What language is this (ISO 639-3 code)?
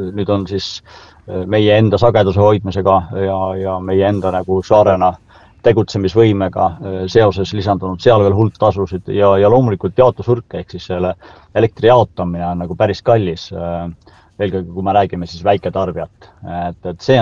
est